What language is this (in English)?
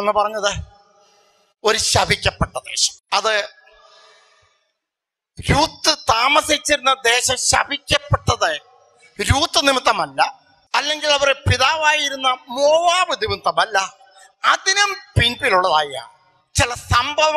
Malayalam